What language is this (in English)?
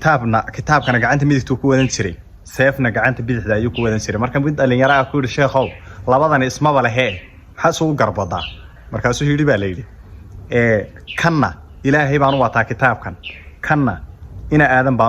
Somali